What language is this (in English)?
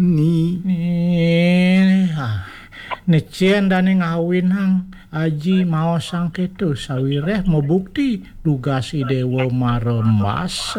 Balinese